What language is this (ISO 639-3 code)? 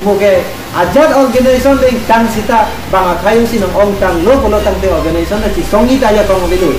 mjw